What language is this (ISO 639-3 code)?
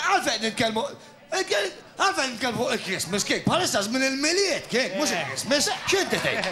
mlt